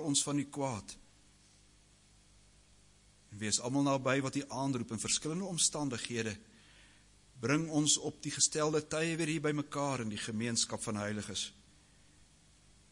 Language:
Afrikaans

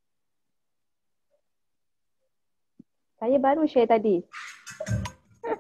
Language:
Malay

